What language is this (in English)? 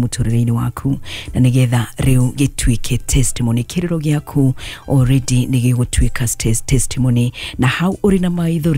Kikuyu